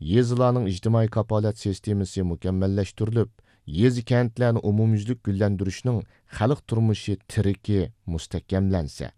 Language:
Uyghur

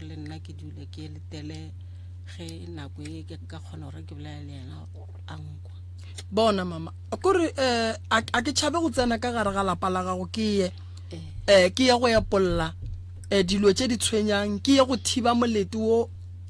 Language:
Northern Sotho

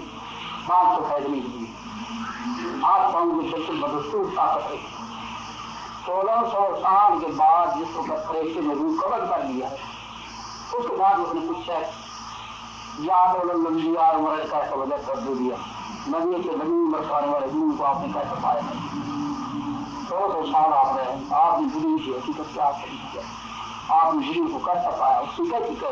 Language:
Urdu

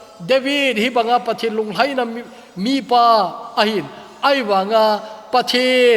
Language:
Thado Chin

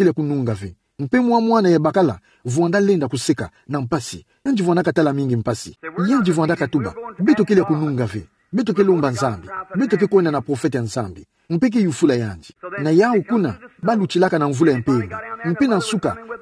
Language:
Kituba (Democratic Republic of Congo)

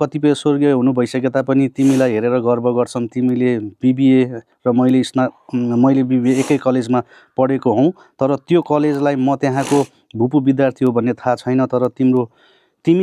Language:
Nepali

